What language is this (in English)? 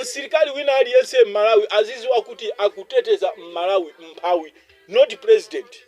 Nyanja